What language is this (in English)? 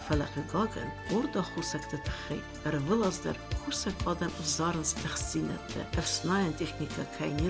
Ossetic